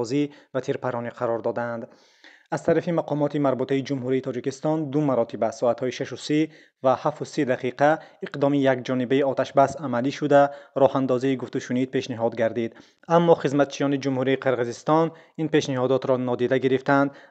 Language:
Tajik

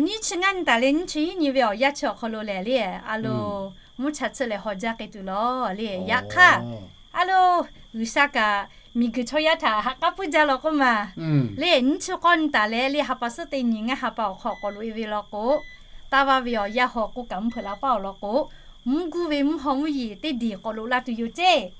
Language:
Lahu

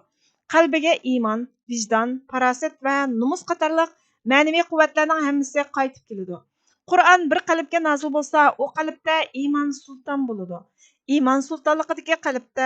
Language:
Uyghur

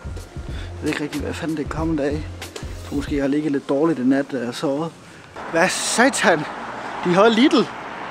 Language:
Danish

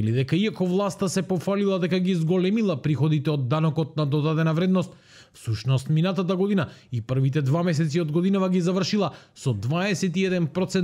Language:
Macedonian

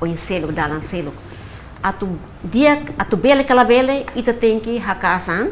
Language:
Tetum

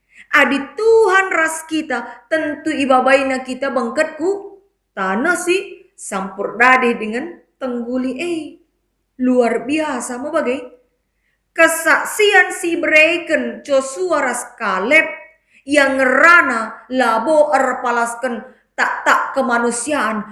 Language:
Batak Karo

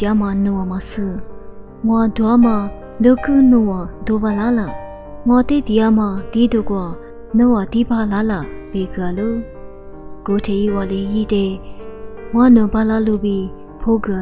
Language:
Lisu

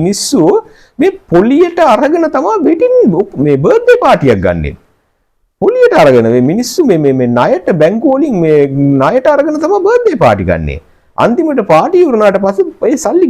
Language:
Sinhala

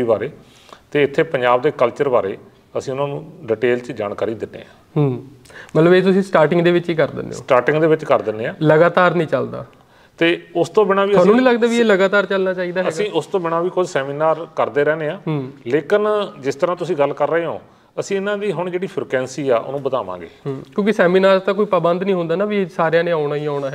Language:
Punjabi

